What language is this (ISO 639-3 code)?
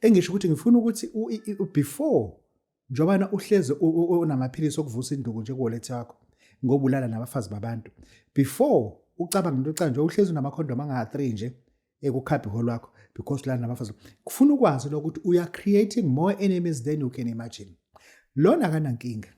zul